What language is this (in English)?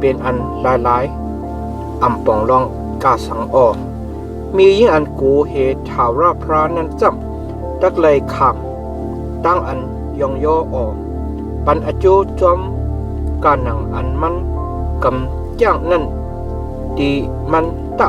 Shan